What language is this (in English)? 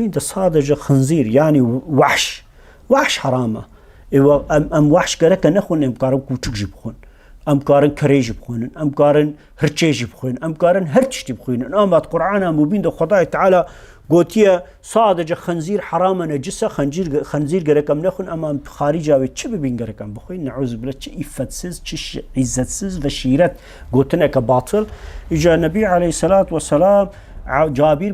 Kurdish